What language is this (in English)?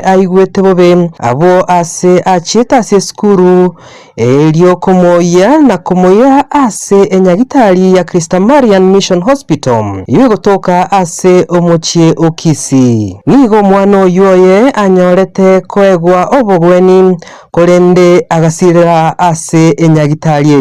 Gusii